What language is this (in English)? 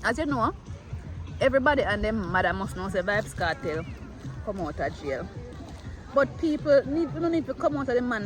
Jamaican Creole English